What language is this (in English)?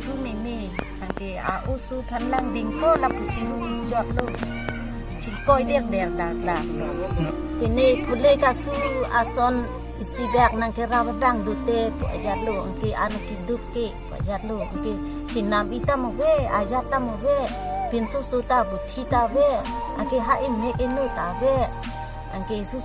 Karbi